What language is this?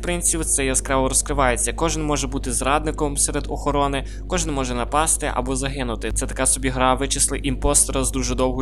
Ukrainian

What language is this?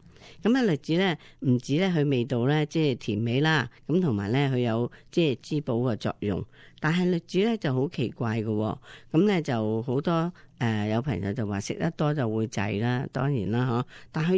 Cantonese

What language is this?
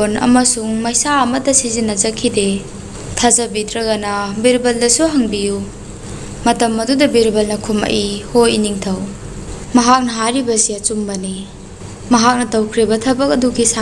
Manipuri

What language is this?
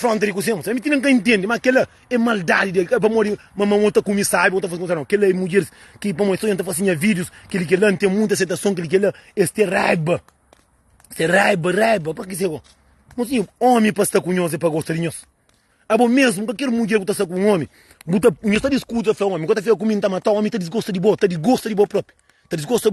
Kabuverdianu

